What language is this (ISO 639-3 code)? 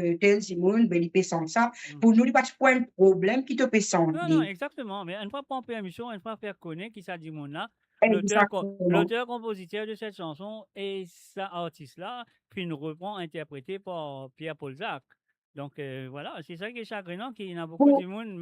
mfe